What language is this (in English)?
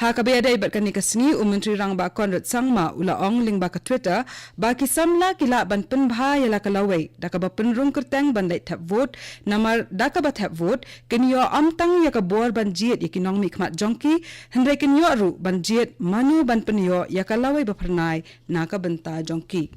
Khasi